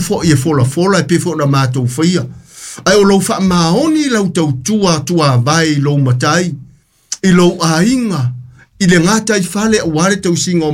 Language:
Samoan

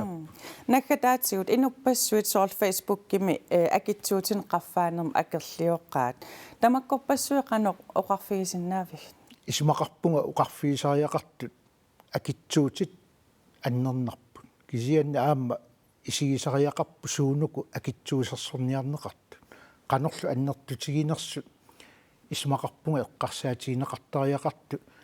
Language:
Kalaallisut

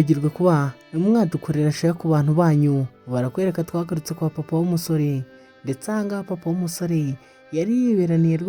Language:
Kinyarwanda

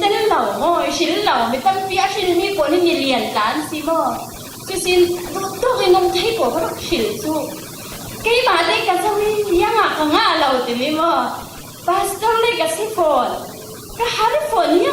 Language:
Falam Chin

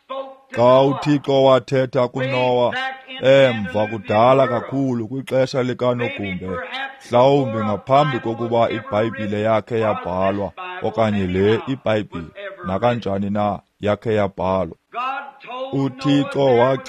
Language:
Xhosa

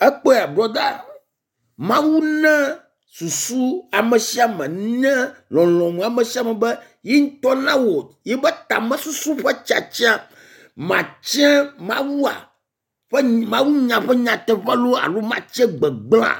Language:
Ewe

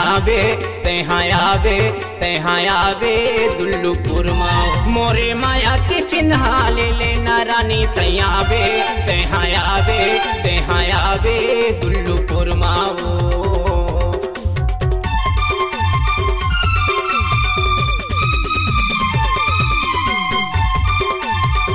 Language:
Chhattisgarhi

